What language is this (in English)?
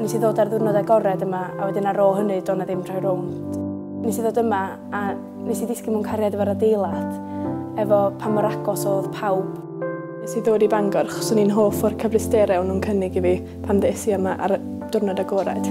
Welsh